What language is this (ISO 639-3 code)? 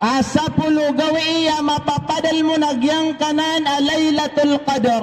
mrw